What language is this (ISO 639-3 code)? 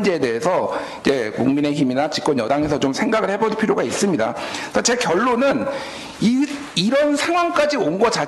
kor